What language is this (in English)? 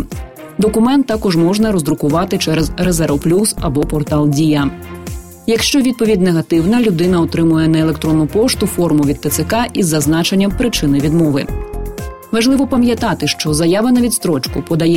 Ukrainian